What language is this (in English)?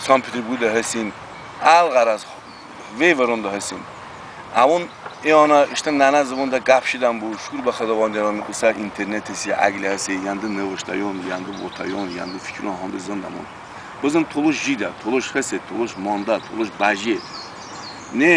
Talysh